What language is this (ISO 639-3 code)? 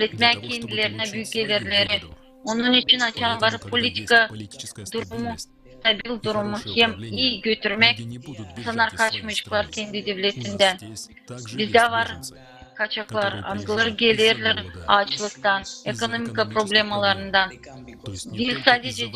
gag